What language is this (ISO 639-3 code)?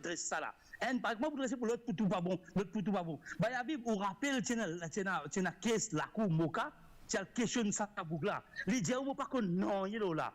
mfe